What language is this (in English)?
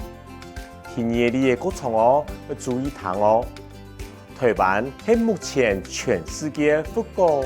Hakka Chinese